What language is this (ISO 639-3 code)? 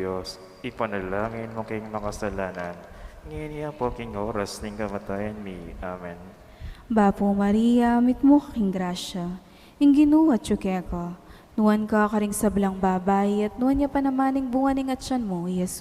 pam